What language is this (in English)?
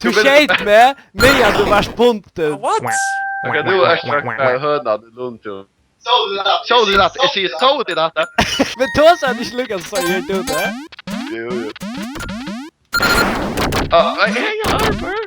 Faroese